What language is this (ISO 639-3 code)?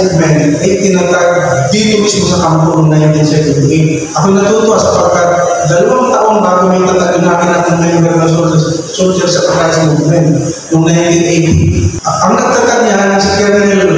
fil